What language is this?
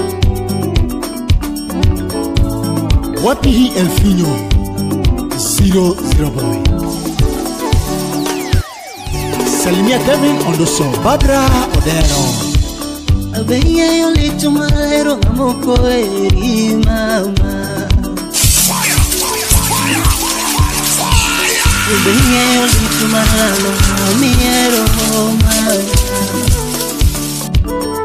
Luo (Kenya and Tanzania)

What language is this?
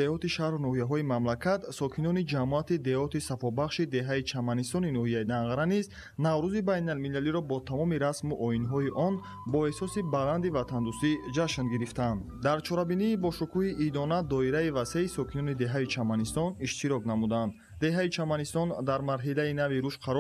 Tajik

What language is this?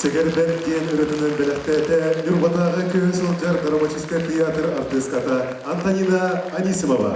Yakut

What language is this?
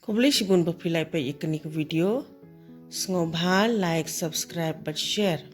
Khasi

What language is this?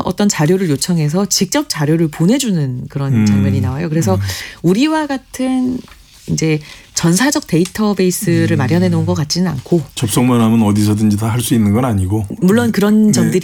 Korean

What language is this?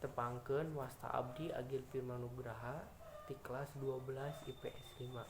Sundanese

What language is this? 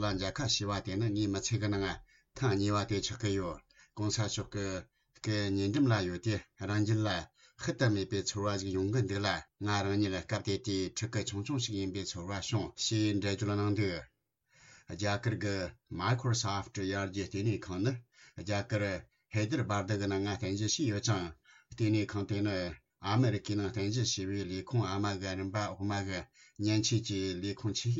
Tibetan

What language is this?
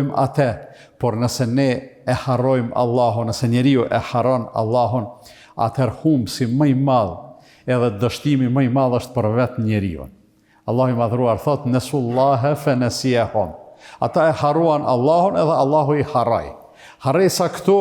Albanian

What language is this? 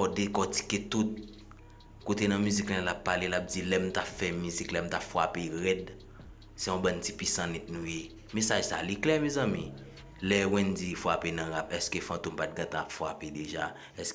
Haitian Creole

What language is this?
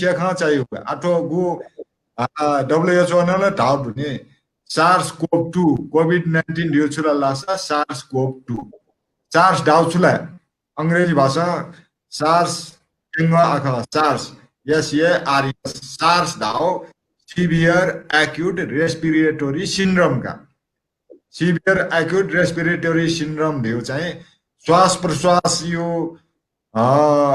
Newari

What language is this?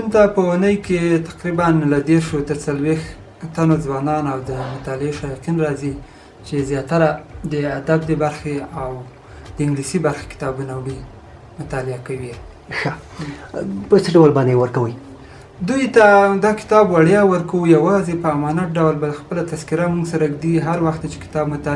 Pashto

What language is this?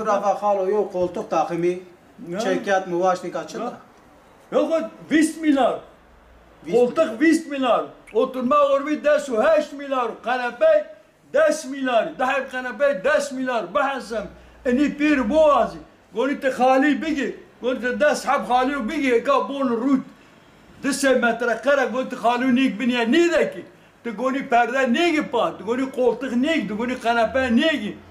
Zaza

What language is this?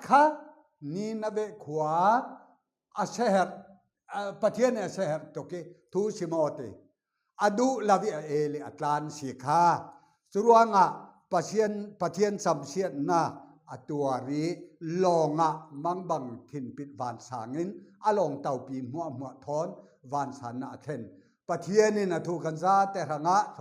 Falam Chin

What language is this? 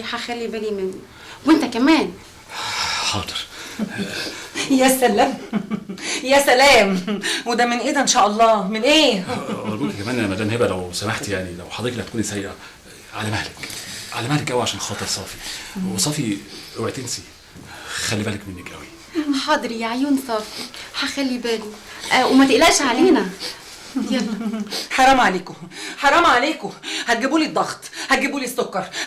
Egyptian Arabic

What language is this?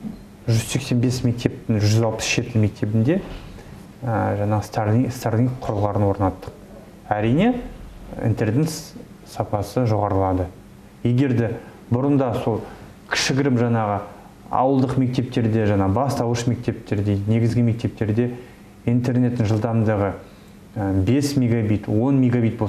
Kazakh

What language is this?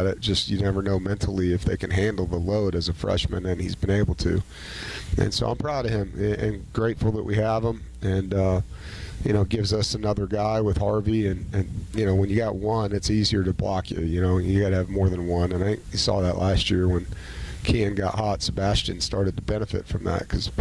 English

